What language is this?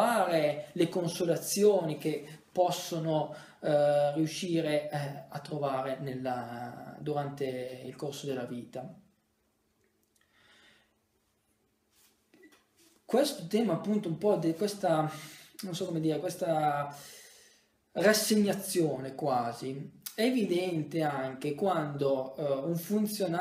Italian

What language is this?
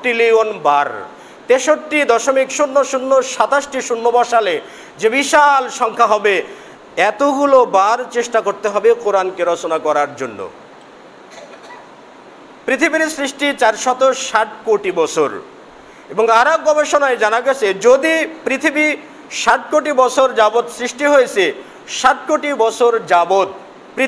Bangla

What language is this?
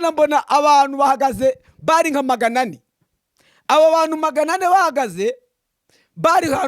Kinyarwanda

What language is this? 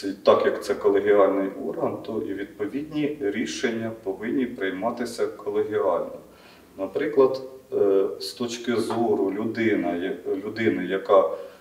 Ukrainian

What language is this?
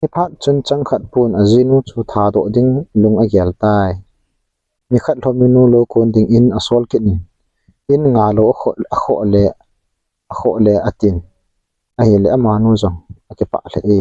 Thado Chin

